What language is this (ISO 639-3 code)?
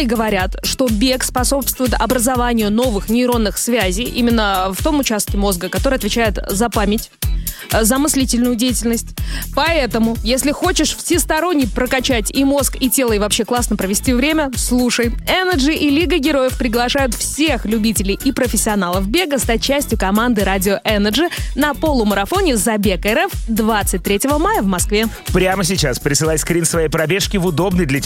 rus